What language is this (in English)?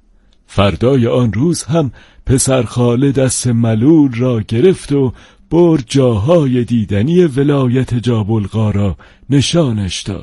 Persian